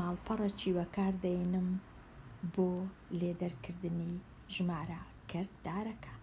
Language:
Central Kurdish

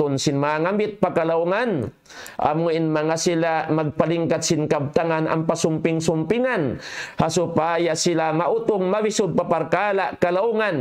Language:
Tausug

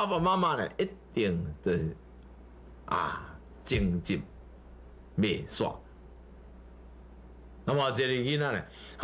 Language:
Min Nan Chinese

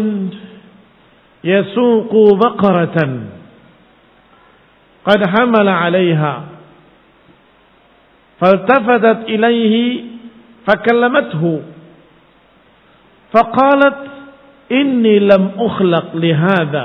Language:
Indonesian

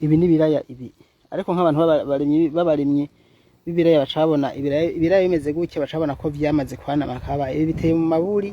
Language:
Rundi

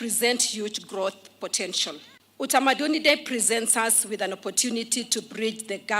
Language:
Kamba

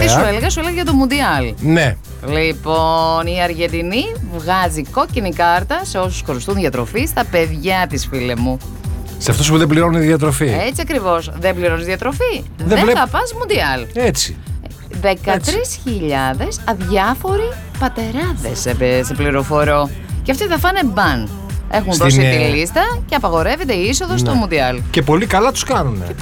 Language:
Greek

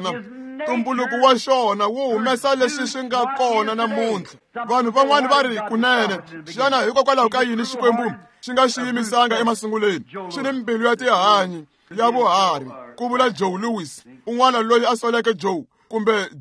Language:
Tsonga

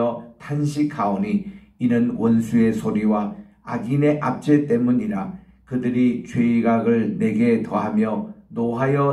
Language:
Korean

